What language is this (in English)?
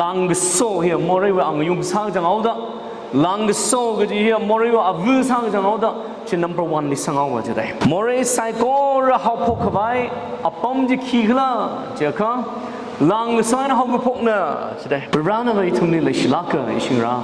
Tangkhul Naga (India)